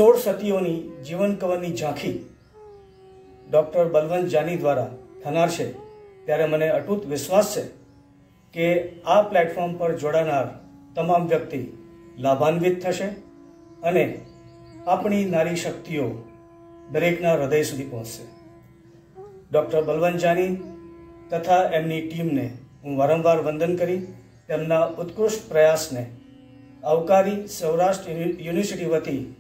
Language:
Gujarati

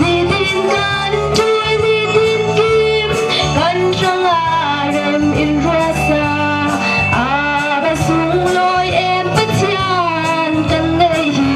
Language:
Falam Chin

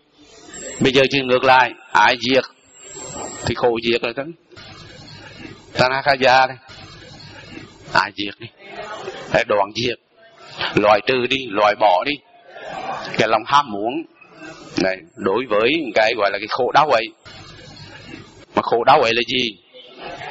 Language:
Vietnamese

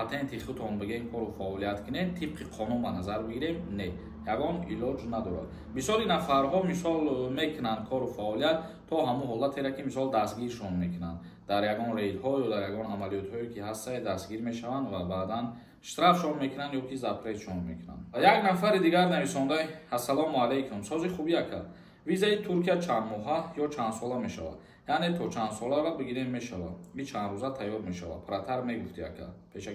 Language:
Tajik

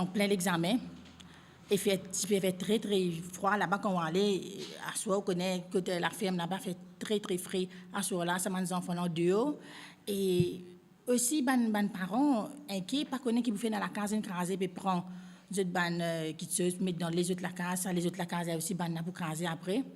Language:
Morisyen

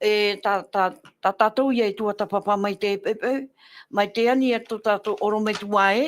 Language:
Tahitian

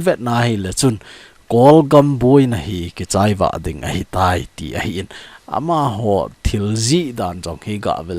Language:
Thado Chin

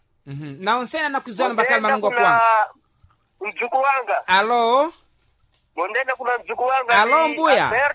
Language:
Sena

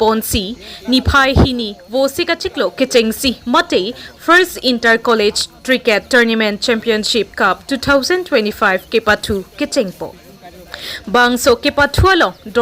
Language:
Karbi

